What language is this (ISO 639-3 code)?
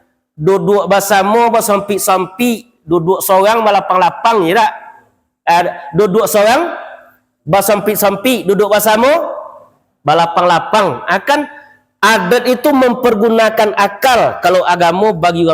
min